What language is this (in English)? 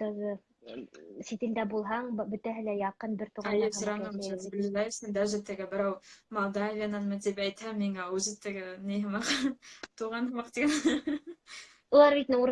Bashkir